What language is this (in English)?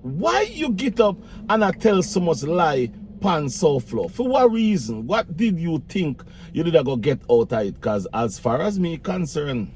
Jamaican Creole English